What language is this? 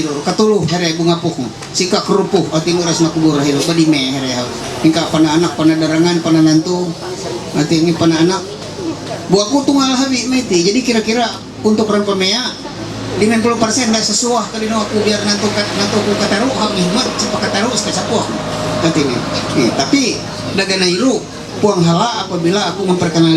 Ma'anyan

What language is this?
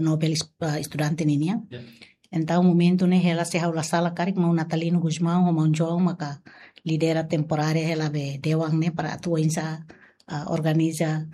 Tetum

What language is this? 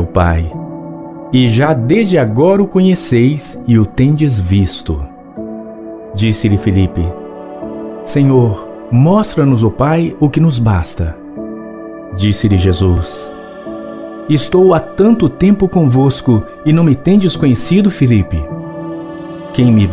Portuguese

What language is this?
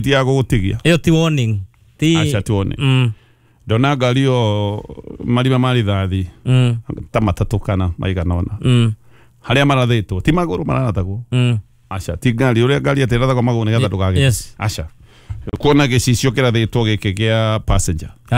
Kikuyu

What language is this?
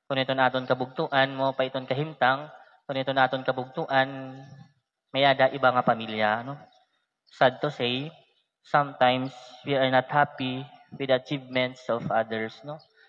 Waray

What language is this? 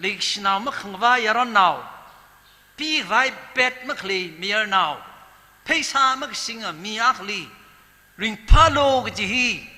Tangkhul Naga (India)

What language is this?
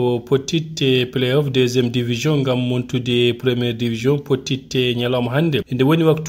Fula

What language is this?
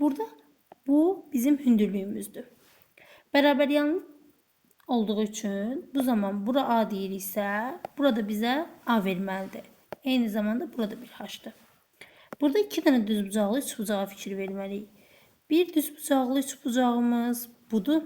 Azerbaijani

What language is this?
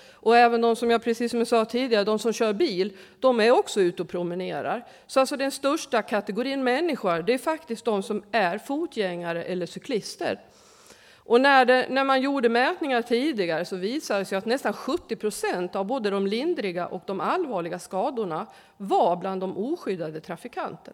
Swedish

